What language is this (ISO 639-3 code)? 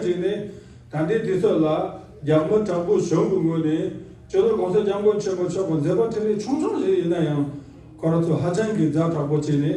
bod